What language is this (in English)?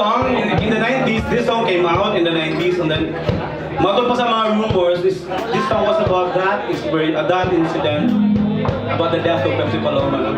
Cebuano